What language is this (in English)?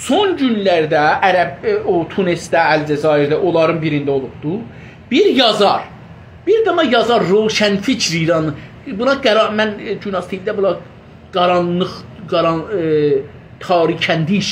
South Azerbaijani